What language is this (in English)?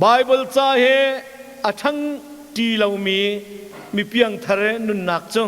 Hakha Chin